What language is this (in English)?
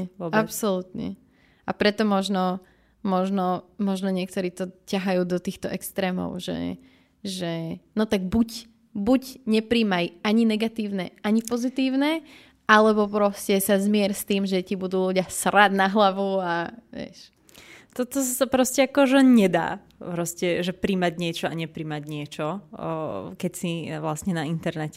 Slovak